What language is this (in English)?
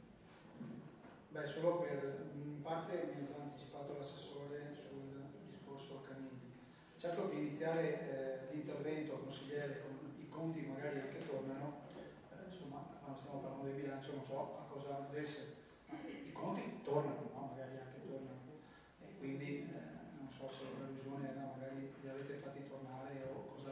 Italian